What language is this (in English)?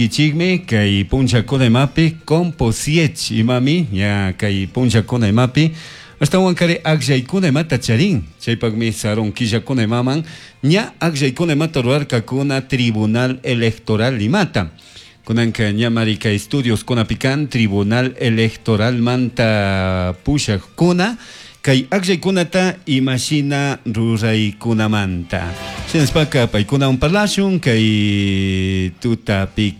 Chimborazo Highland Quichua